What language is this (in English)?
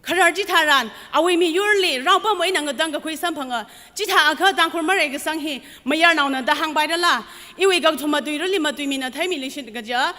Tangkhul Naga (India)